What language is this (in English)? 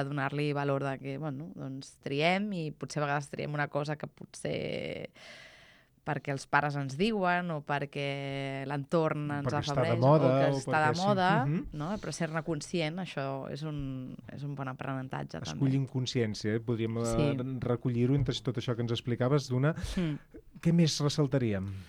Catalan